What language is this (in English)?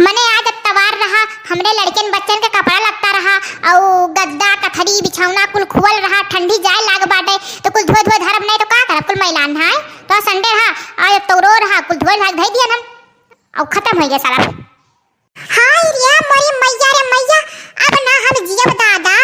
Awadhi